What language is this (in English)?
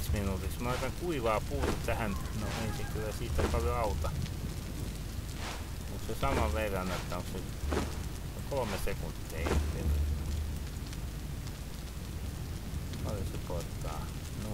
Finnish